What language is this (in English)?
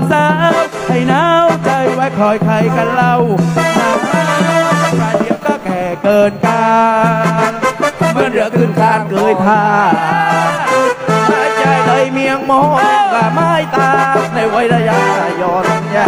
Thai